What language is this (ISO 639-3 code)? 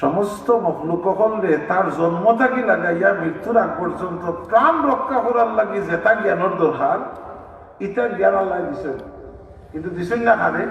syl